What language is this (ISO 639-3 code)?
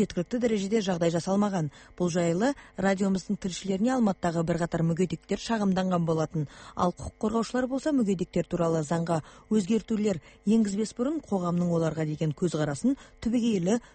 kaz